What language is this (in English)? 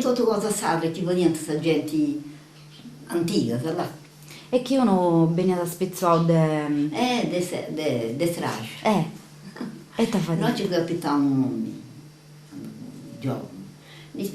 Sardinian